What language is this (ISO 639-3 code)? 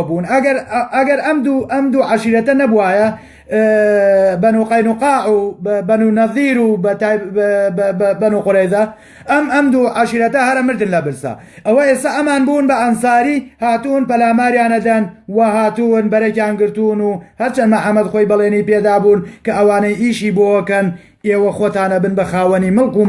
ckb